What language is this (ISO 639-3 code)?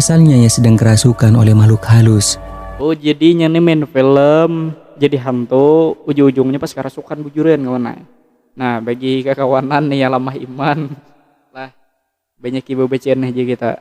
bjn